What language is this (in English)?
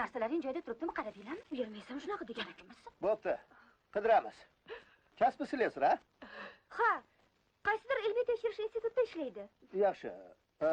Uzbek